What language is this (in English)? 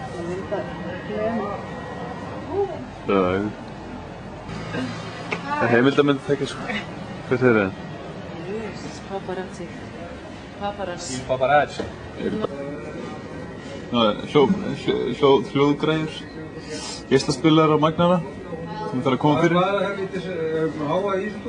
Icelandic